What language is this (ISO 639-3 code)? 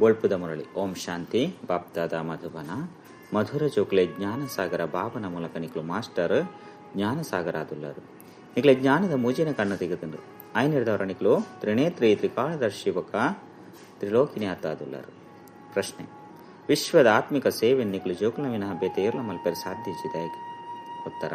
tcy